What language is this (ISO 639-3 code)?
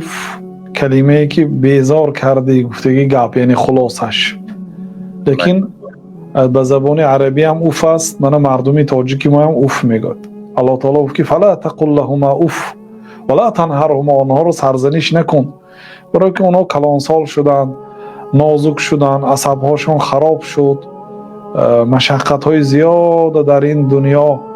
tgk